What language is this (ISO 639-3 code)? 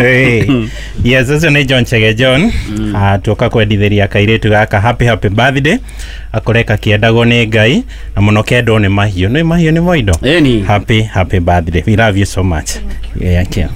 kik